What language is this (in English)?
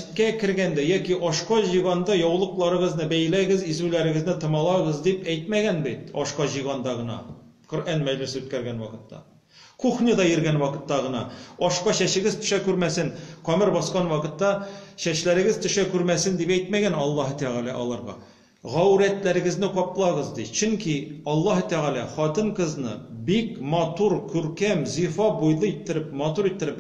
Tatar